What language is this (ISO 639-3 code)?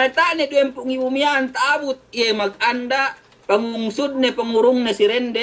yka